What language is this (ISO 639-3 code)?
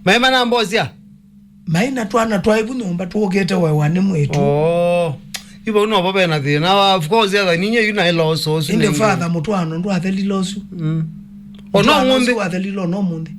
kam